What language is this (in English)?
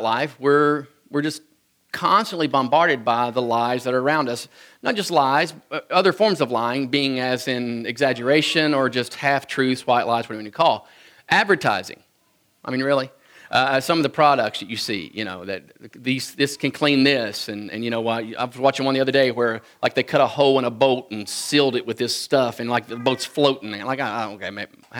English